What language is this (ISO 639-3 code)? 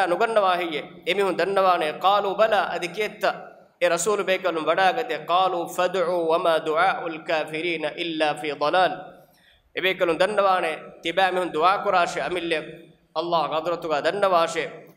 div